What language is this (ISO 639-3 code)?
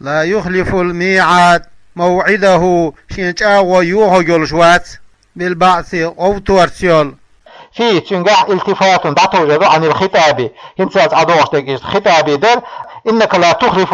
che